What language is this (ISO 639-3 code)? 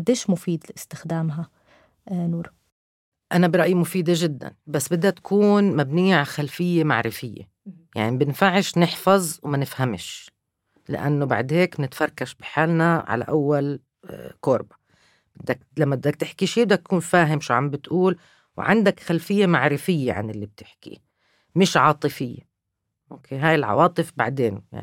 apc